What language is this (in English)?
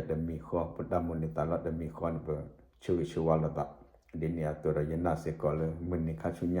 S'gaw Karen